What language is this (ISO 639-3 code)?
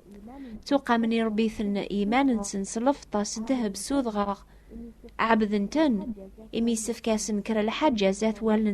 kab